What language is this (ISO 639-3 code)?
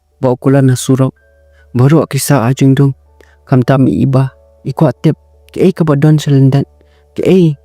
kha